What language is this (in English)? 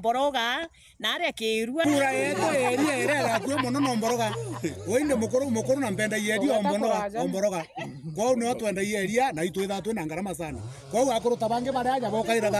Meru